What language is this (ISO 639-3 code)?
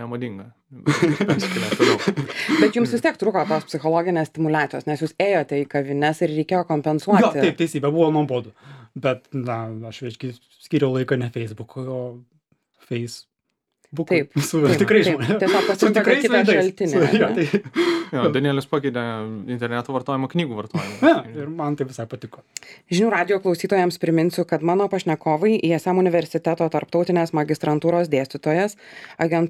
lit